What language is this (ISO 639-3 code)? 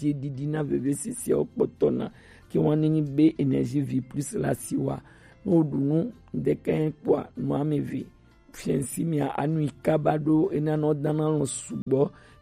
gej